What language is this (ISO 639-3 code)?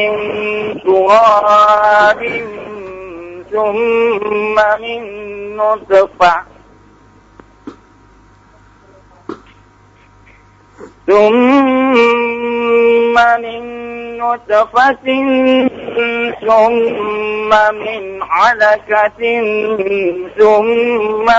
ind